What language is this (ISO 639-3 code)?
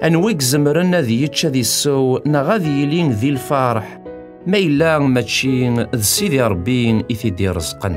kab